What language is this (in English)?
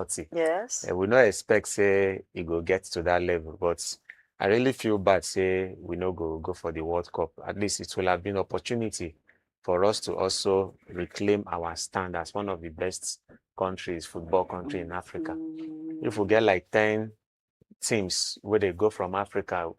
Nigerian Pidgin